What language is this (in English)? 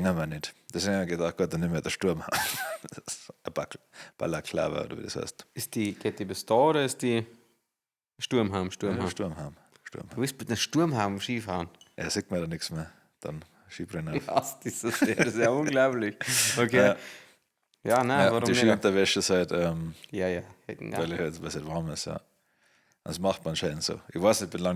Bavarian